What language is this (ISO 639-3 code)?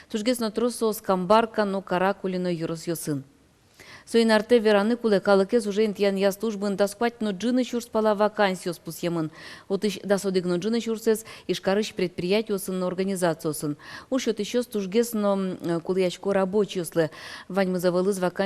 udm